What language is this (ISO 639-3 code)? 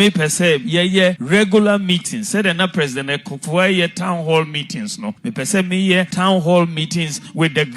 aka